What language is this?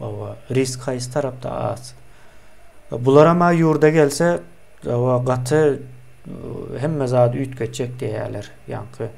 Turkmen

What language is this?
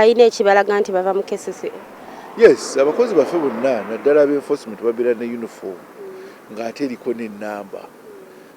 Ganda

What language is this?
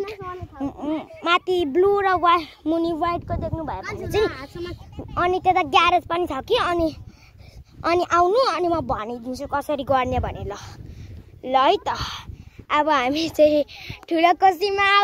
Nepali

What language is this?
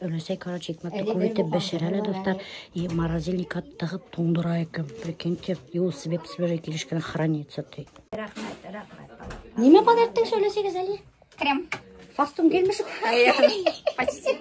Bashkir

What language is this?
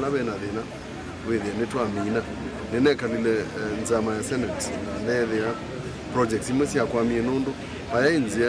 Kamba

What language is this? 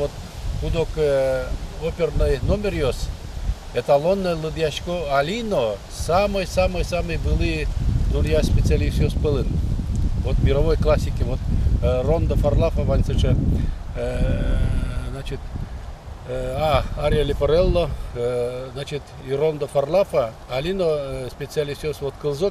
Udmurt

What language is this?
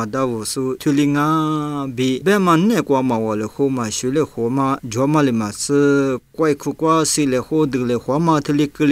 Lisu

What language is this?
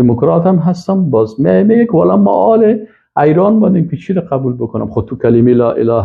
Persian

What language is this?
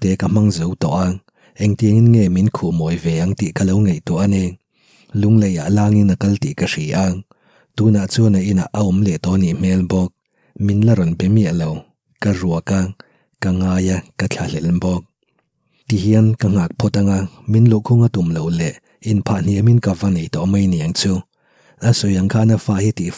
Mizo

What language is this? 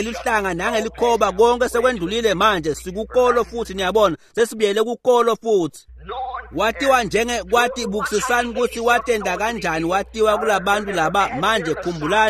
Swati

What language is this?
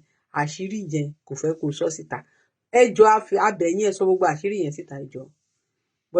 Yoruba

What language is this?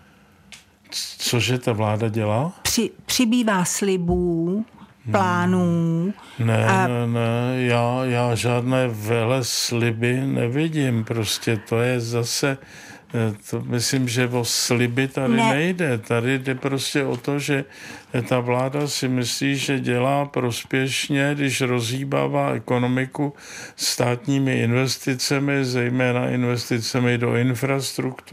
Czech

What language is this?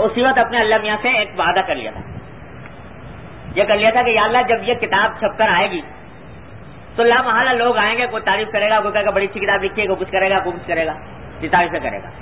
Urdu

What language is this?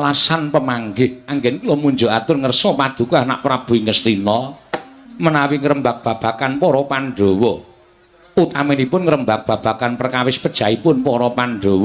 Javanese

